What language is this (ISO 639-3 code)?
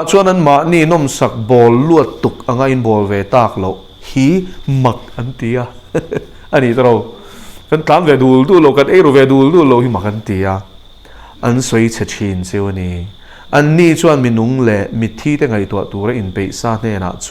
lus